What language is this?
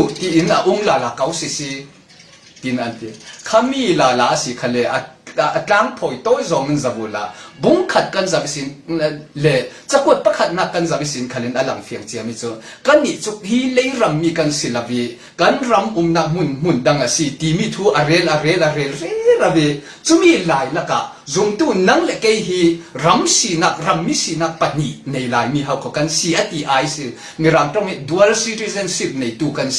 Falam Chin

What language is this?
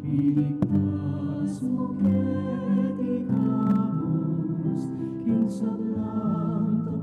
Pampanga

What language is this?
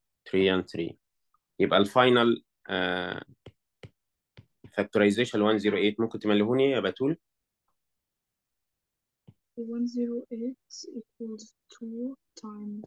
Egyptian Arabic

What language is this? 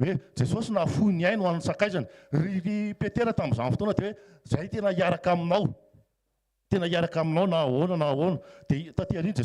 Malagasy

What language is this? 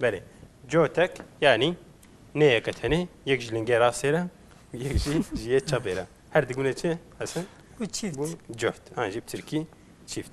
Kurdish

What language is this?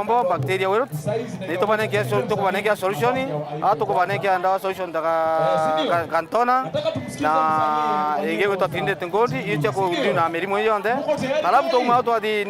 Meru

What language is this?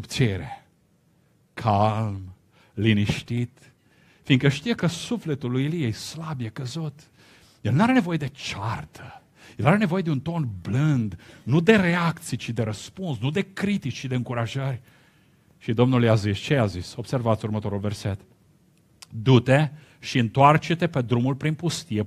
Romanian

